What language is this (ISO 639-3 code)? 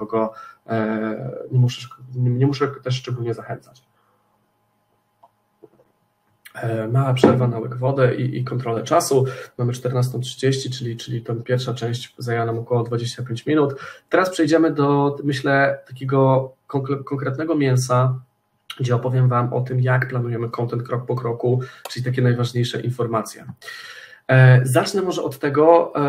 pol